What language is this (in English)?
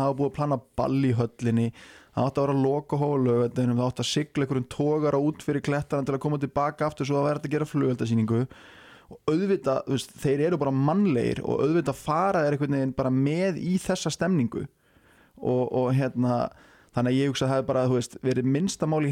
Icelandic